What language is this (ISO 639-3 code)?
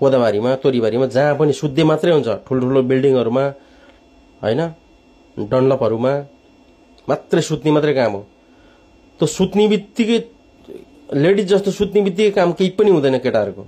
nep